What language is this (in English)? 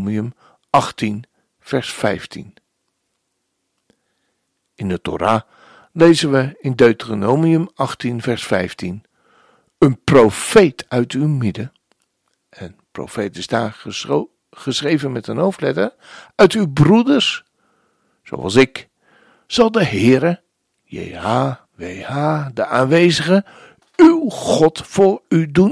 Dutch